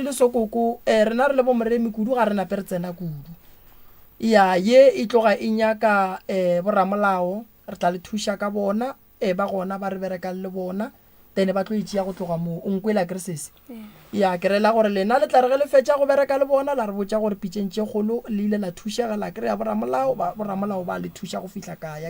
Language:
Northern Sotho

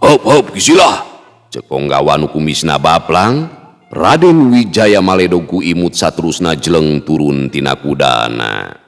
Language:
Sundanese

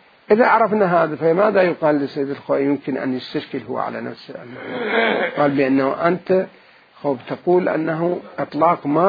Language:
Mesopotamian Arabic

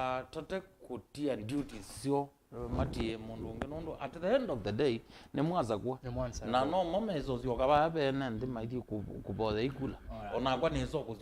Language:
Kamba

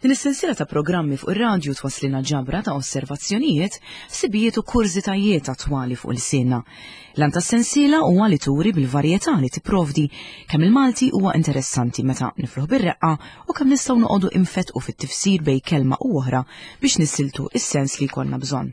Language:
Maltese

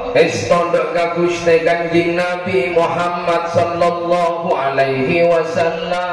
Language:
Madurese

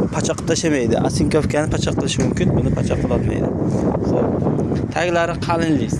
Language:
Uzbek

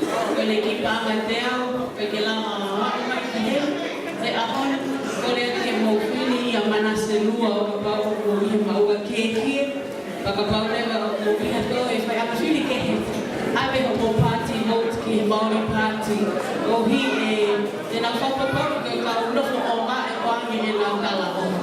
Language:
Tongan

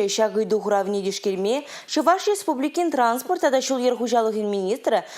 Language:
Chuvash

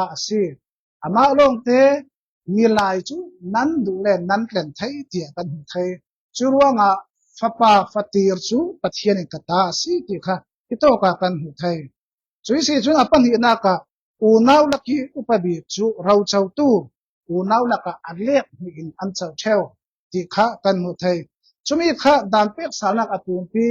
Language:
Falam Chin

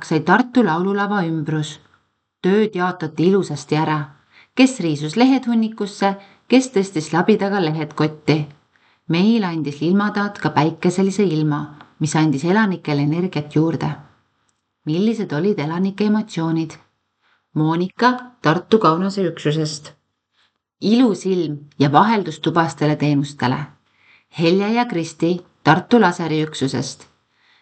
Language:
Estonian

